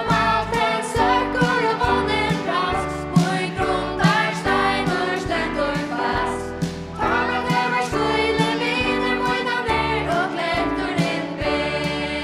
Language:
Faroese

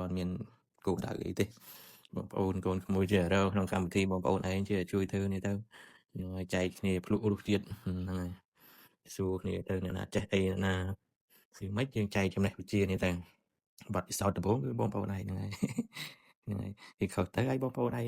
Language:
Khmer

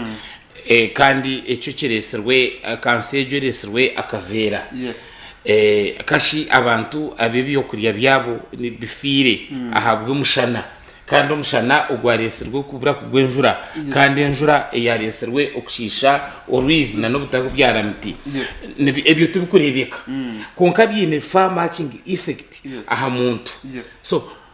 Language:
Nyankole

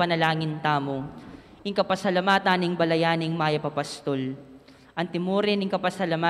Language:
Pampanga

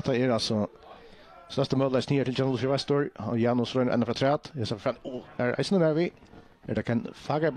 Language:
Faroese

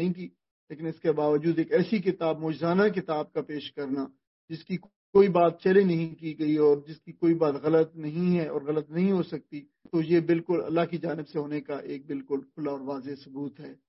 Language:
Urdu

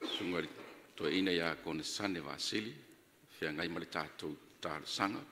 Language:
Samoan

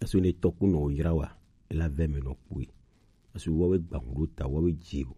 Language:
Gen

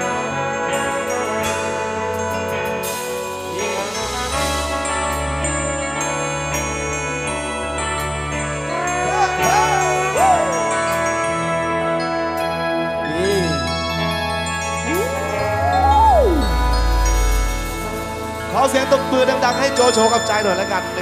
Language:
Thai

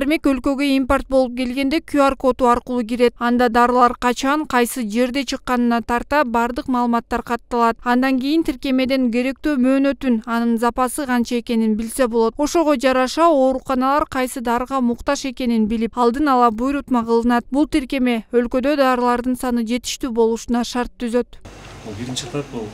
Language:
Kyrgyz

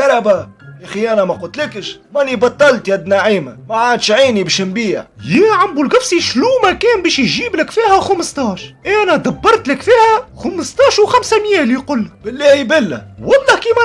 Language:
Tunisian Arabic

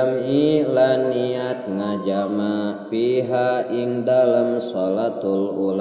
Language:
Sundanese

